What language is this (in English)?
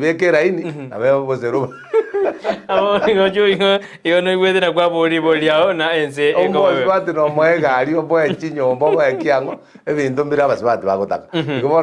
Gusii